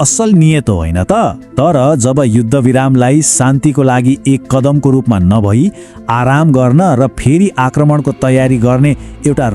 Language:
Nepali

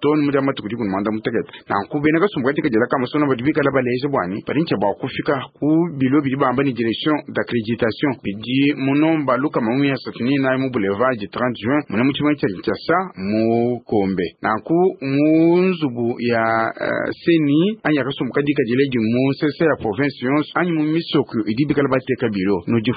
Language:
Luba-Lulua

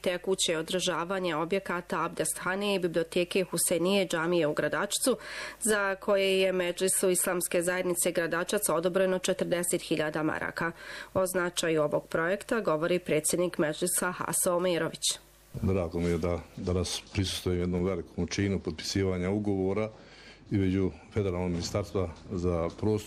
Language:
Bosnian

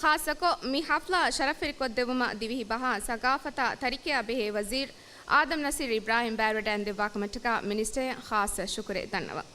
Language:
Divehi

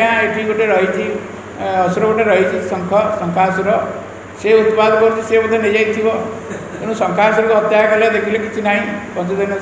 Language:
Odia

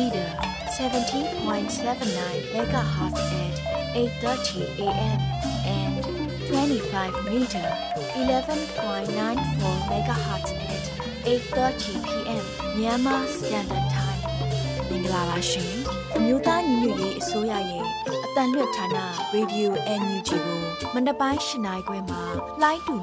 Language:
Burmese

